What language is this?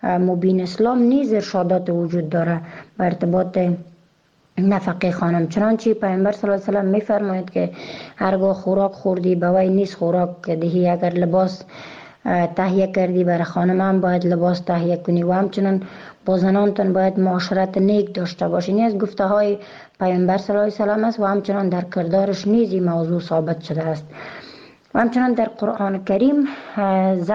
Persian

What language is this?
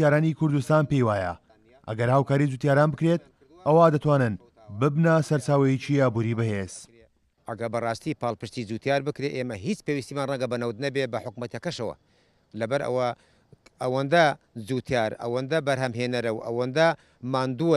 Central Kurdish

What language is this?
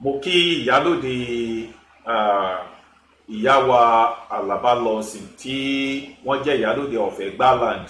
Yoruba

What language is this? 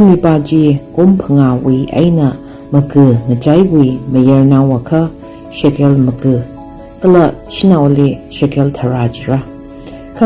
Tangkhul Naga (India)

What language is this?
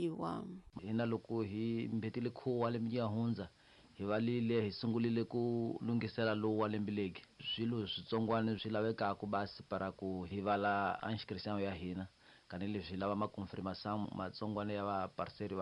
Tsonga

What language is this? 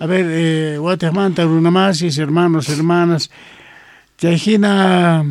South Bolivian Quechua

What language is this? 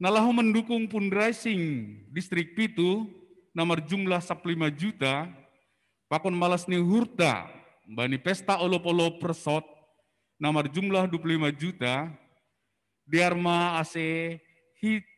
Batak Simalungun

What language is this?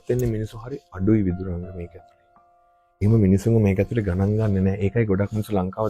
Sinhala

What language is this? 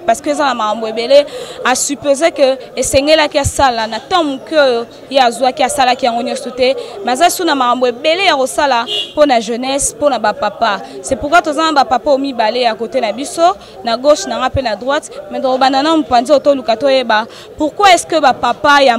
Lingala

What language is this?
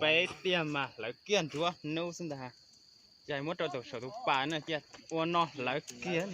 Hmong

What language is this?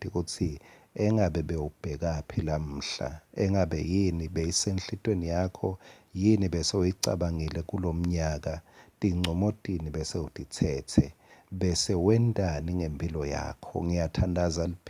Swati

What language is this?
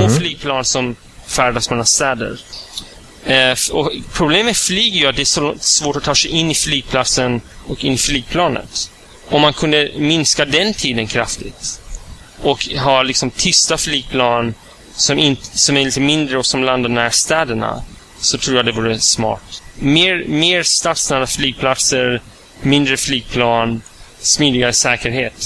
Swedish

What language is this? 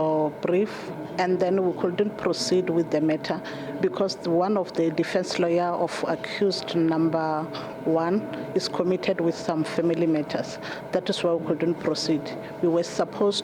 Venda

